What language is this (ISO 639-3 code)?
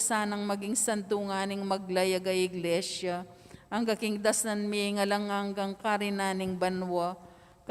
pam